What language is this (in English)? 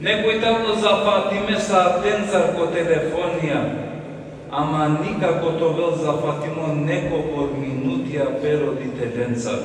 Balkan Romani